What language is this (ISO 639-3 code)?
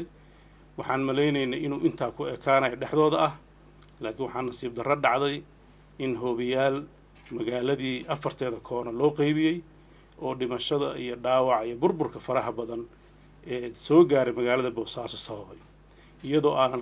som